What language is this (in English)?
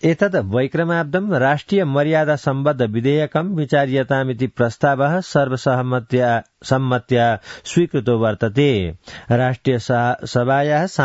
Sanskrit